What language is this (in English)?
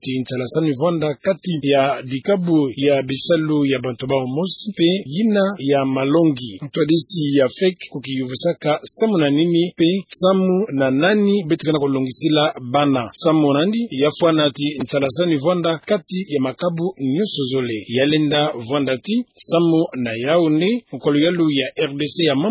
Kituba (Democratic Republic of Congo)